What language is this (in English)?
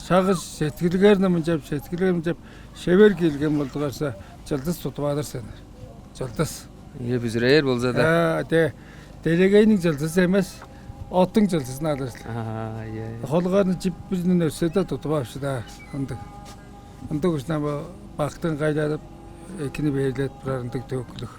Tuvinian